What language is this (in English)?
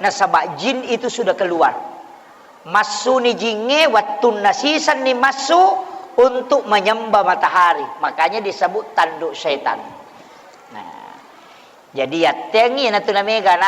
Buginese